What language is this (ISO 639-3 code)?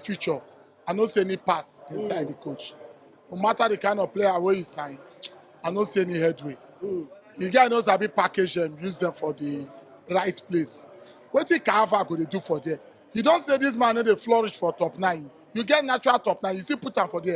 pcm